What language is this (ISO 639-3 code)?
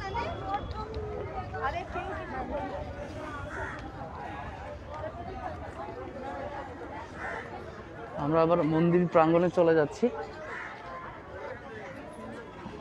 ben